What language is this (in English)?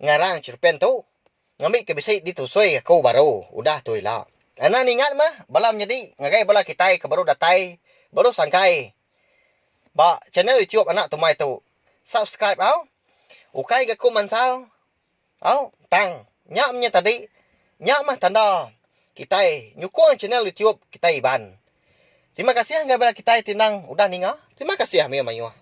Iban